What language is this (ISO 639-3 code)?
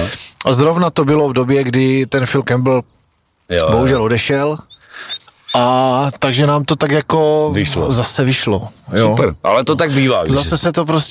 ces